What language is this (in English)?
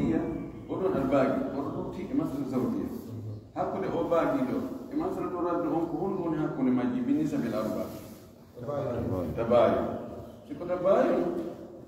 Fula